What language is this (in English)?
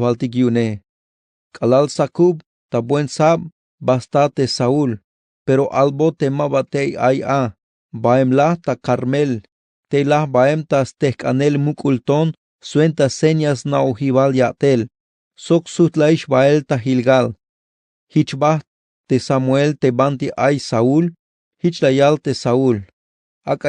Tzeltal